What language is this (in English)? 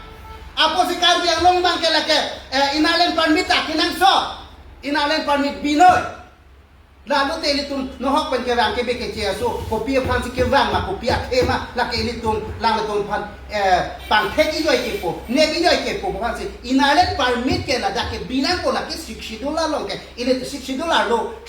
Karbi